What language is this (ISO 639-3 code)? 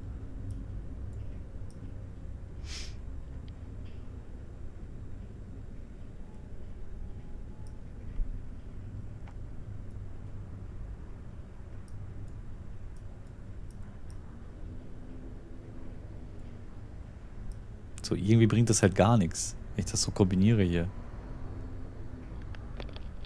deu